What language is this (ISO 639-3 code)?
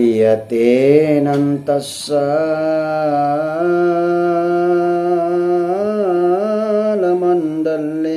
mak